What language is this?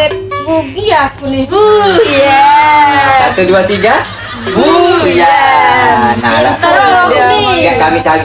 Musi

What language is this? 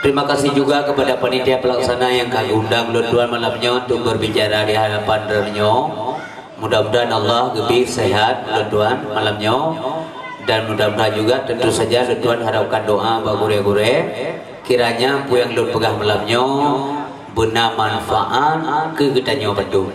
Achinese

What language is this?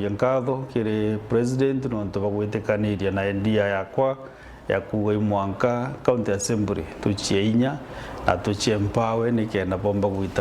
Meru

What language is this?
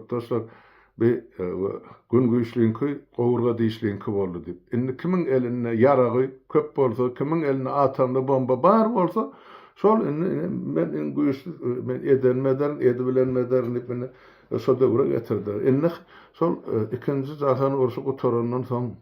Turkmen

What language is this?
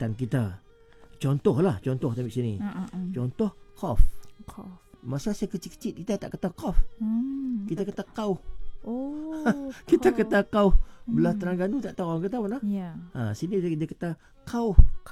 Malay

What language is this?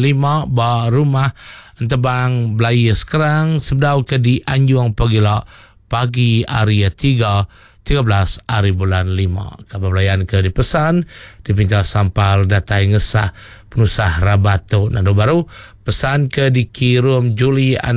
Iban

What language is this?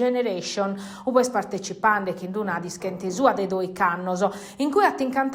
Sardinian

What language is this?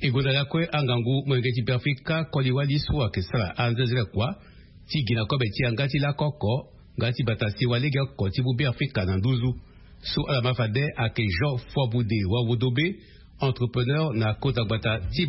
Sango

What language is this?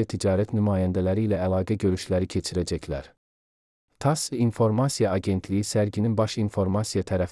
Azerbaijani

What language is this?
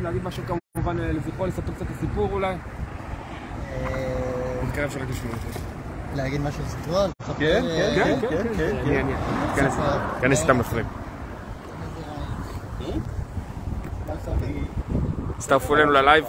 Hebrew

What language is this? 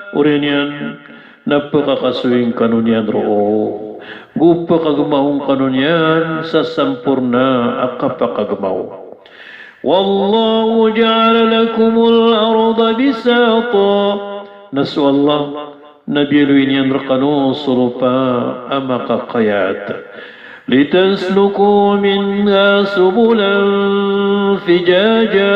Maranao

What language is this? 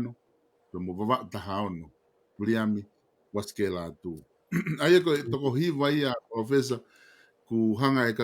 Tongan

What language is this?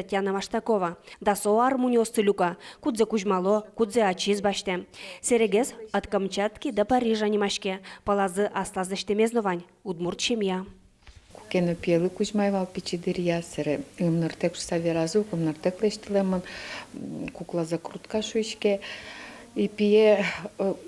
Udmurt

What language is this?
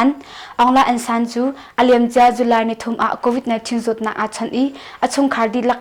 Hakha Chin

